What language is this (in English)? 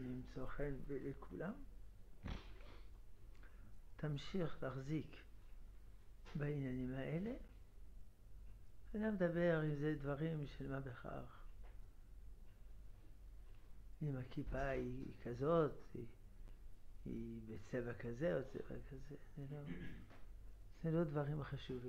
Hebrew